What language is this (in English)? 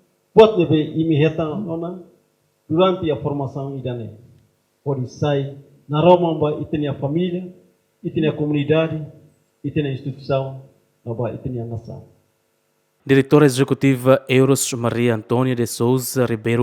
Tetum